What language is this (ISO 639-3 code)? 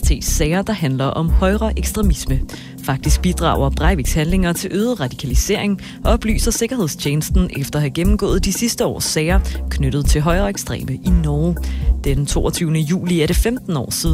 dan